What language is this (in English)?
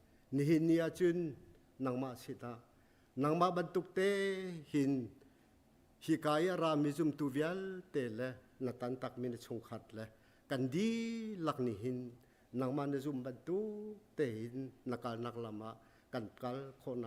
Hakha Chin